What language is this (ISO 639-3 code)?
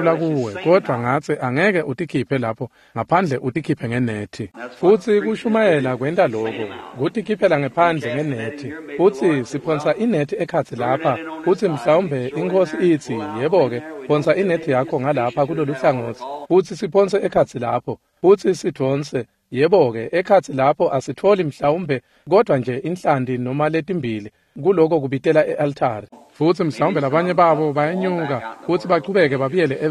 ssw